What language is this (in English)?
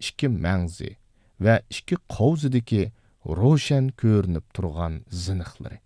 Uyghur